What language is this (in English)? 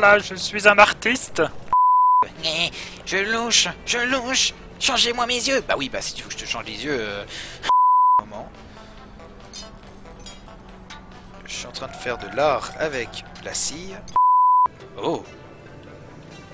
French